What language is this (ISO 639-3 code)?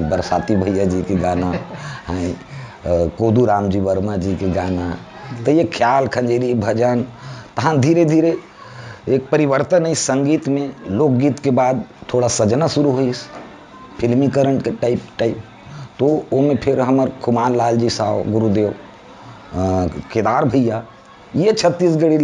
hne